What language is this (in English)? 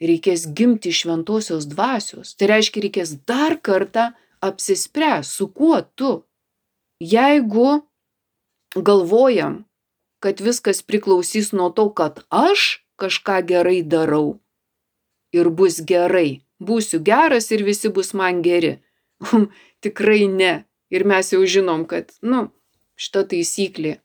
Lithuanian